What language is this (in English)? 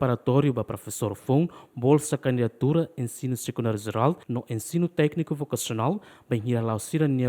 Tetum